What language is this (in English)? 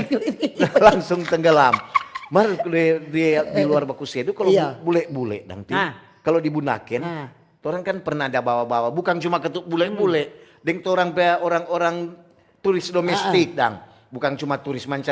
Manado Malay